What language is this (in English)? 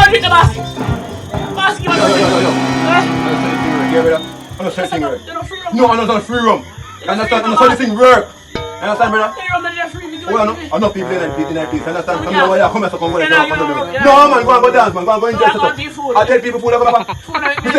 Jamaican Creole English